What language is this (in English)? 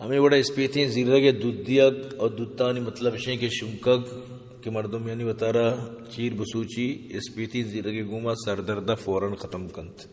Baluchi